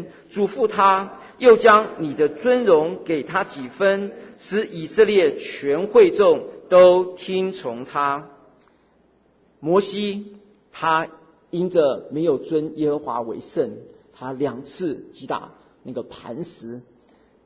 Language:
Chinese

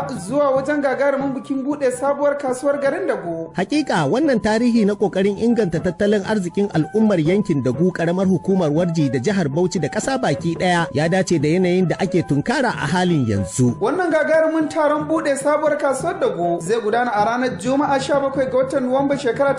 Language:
Hausa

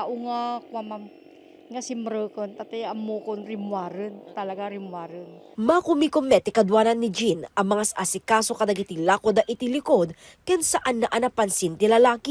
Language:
Iloko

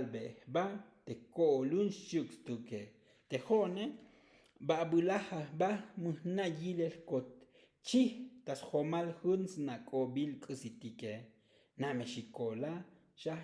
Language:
Tzotzil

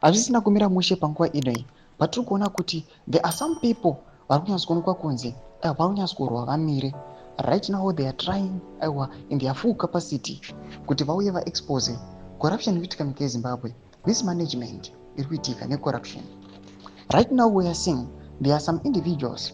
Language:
Shona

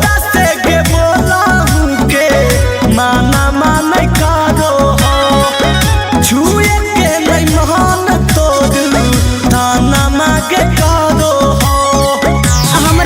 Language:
Magahi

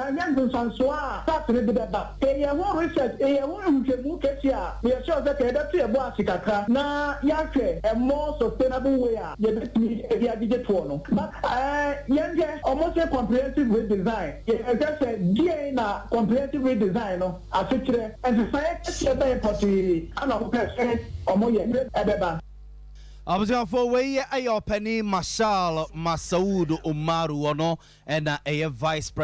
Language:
Akan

